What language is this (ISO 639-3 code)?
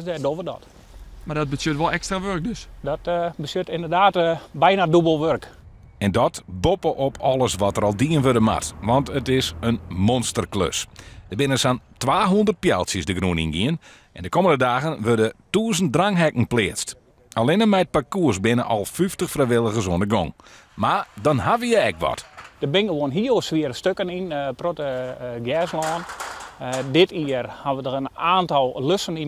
fry